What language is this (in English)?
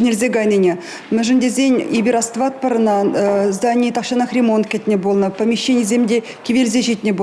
Chuvash